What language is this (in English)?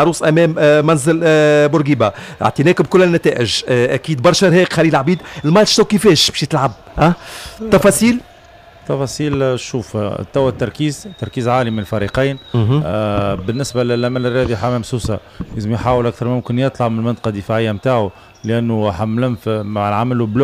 Tunisian Arabic